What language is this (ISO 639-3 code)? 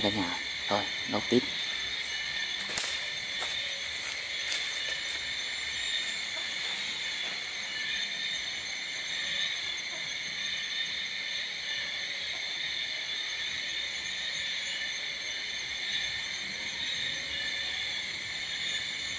vie